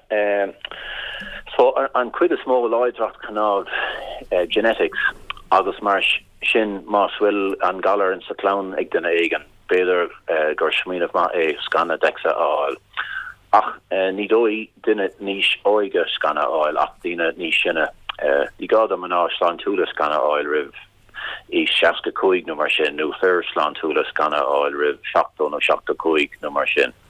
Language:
Irish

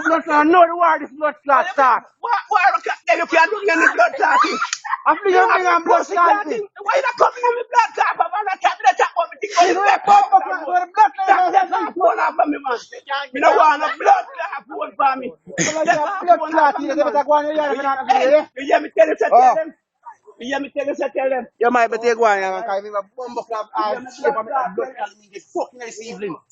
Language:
Jamaican Creole English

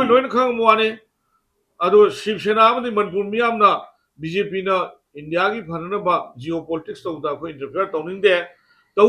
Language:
Manipuri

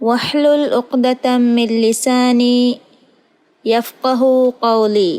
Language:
Divehi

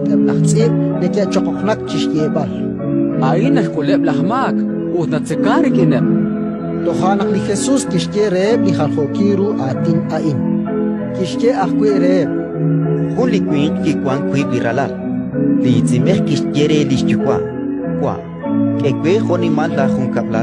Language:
Kekchí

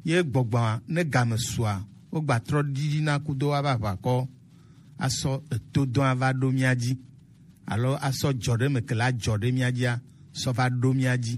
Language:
Gen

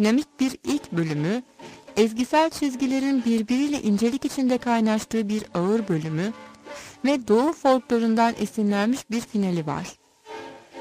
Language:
Turkish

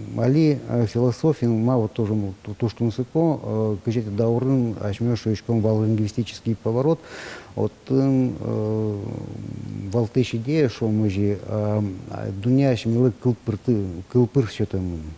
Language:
Udmurt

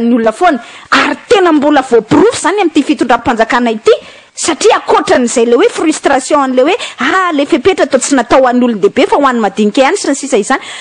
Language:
Malagasy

